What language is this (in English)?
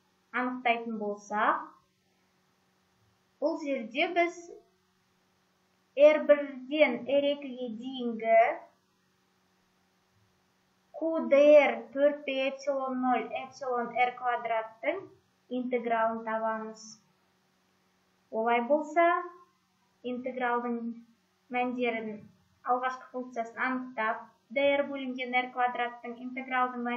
Kazakh